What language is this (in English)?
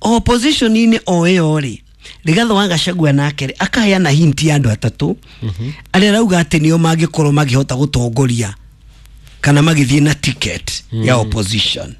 Kikuyu